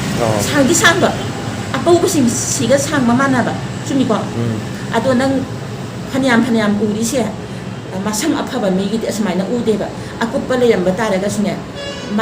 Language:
Manipuri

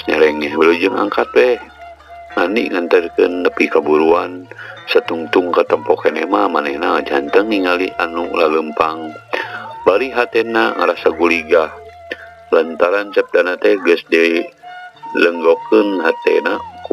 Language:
Sundanese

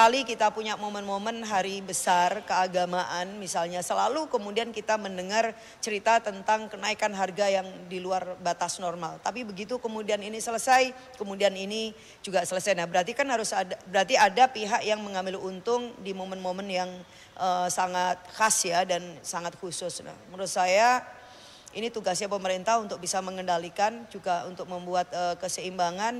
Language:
Indonesian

